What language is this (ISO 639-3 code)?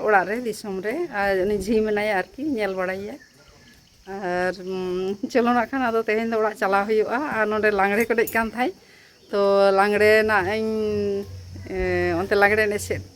sat